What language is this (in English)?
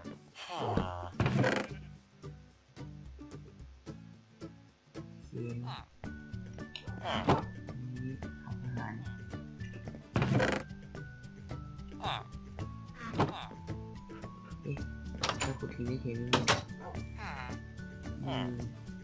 Thai